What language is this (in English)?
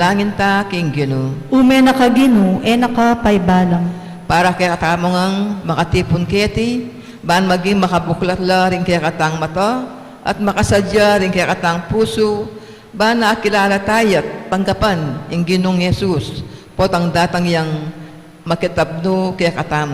Pampanga